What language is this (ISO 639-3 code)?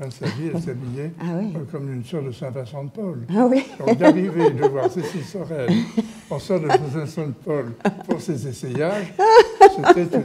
fra